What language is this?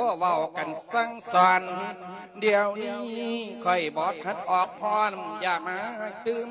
Lao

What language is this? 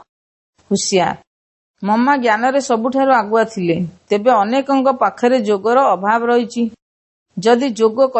Odia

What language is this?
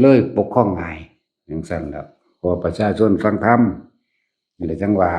Northeastern Thai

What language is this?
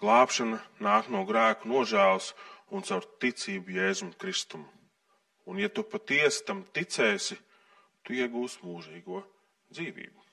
Latvian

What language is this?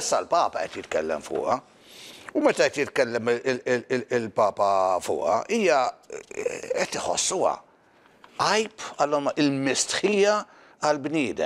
Maltese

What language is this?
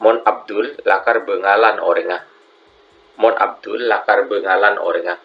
Madurese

